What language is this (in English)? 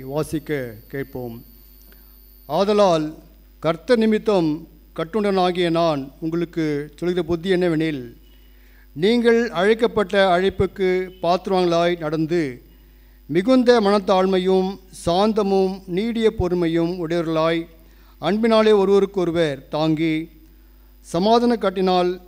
Tamil